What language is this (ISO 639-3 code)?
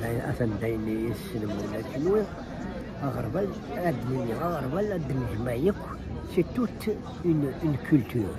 kab